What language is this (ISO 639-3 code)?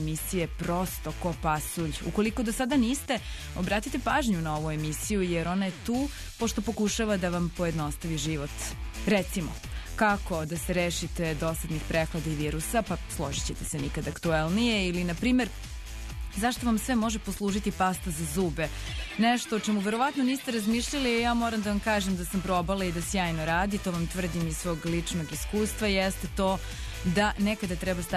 srp